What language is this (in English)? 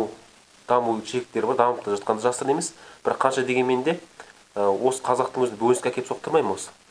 Kazakh